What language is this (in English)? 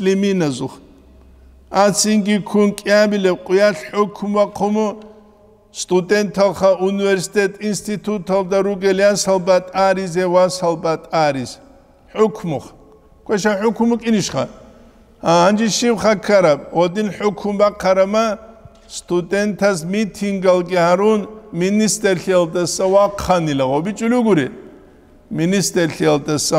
Avaric